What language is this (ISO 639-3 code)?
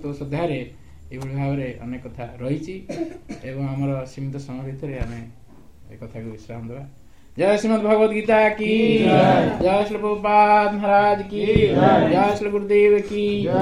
ori